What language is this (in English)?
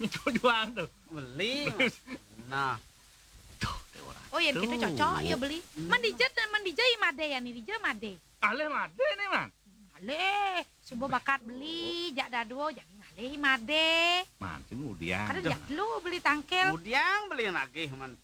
Balinese